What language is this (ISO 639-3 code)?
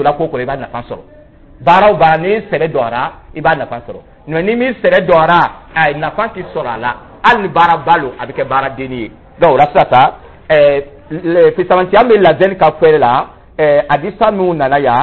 dyu